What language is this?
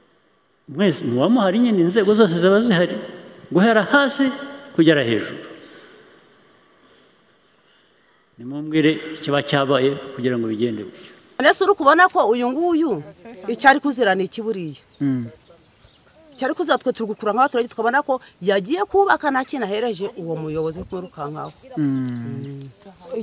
Kinyarwanda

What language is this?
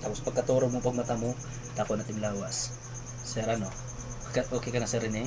Waray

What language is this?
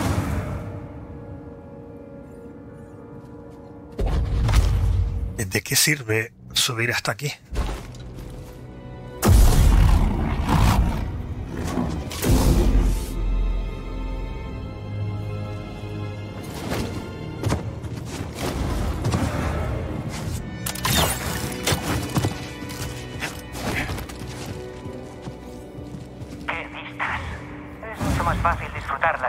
Spanish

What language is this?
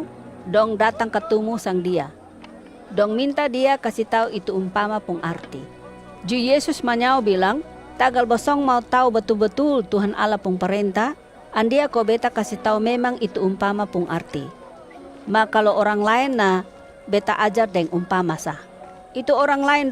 Kupang Malay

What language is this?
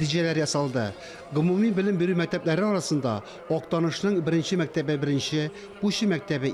Tatar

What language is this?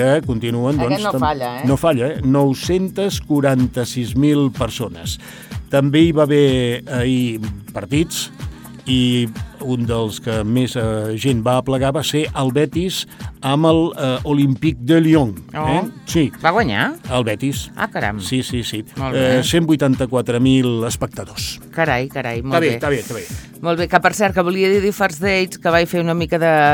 Catalan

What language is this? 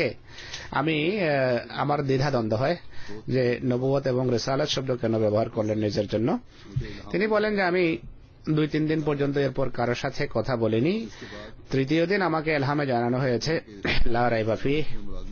Bangla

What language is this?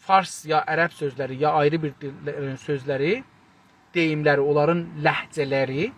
South Azerbaijani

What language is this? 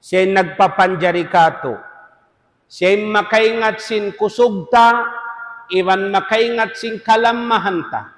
Tausug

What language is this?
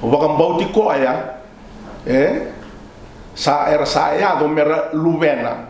Fijian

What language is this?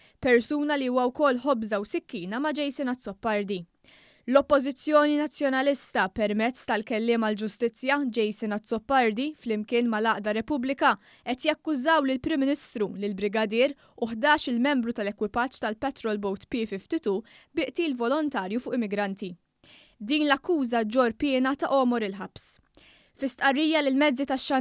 Maltese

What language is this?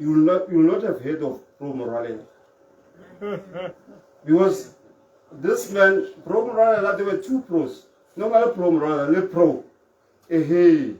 Tswana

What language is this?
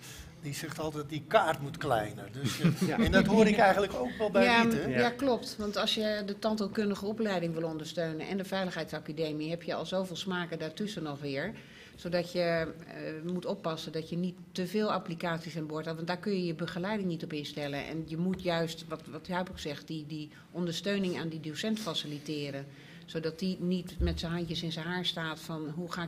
Dutch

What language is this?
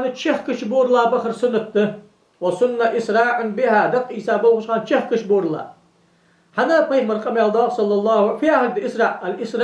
Ingush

